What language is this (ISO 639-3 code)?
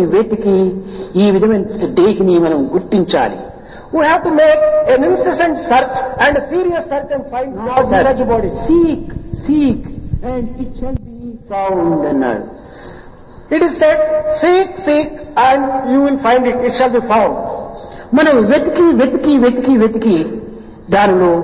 tel